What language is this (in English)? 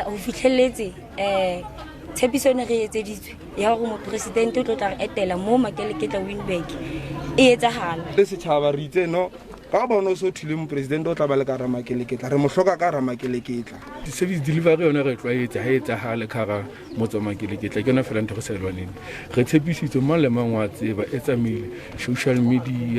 Southern Sotho